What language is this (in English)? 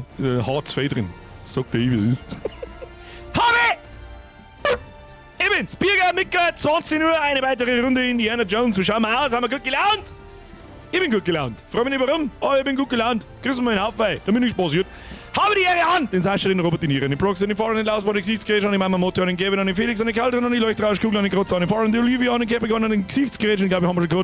Bavarian